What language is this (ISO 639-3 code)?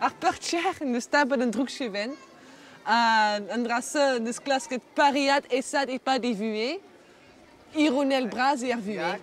bre